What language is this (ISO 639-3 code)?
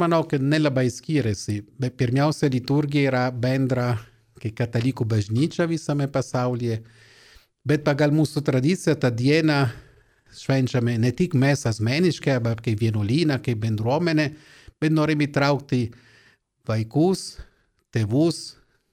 lit